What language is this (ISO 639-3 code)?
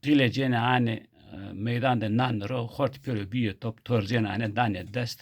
zza